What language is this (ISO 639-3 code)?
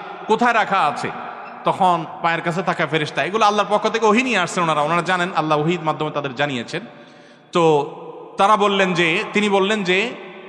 ben